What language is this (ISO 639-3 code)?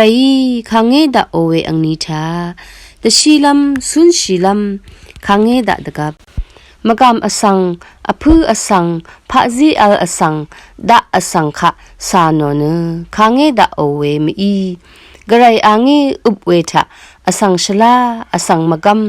raw